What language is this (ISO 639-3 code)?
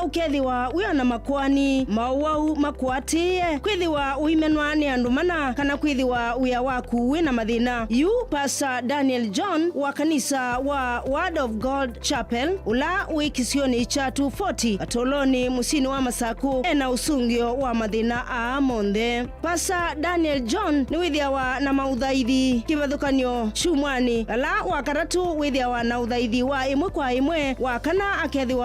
kam